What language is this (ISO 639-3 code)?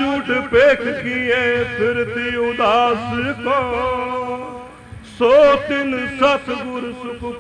pan